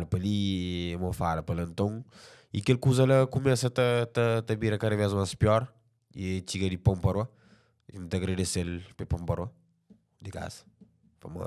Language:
Kabuverdianu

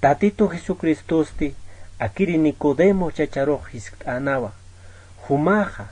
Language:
Aymara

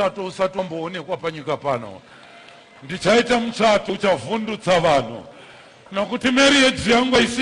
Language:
Shona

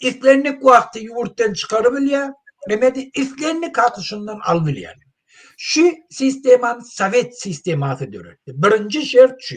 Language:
Turkmen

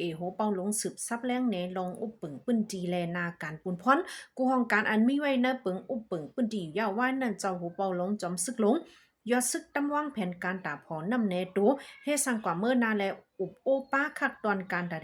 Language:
Shan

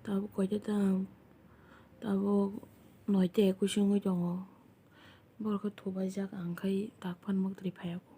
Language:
Kok Borok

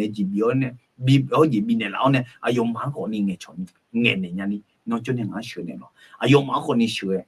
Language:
Akha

